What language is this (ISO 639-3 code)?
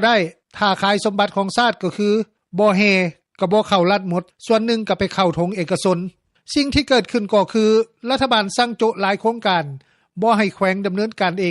lao